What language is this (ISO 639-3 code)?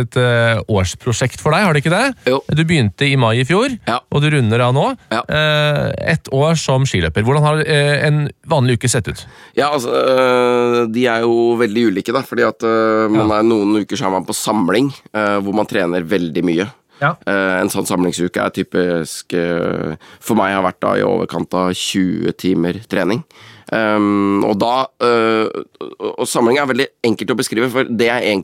nor